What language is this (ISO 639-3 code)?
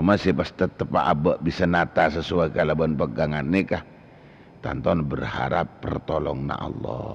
mad